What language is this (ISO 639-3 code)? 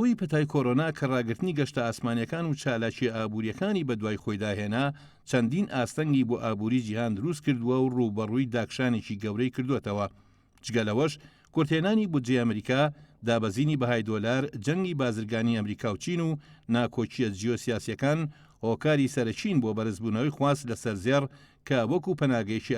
ckb